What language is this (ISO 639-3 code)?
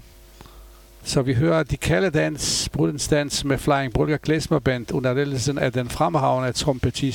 dan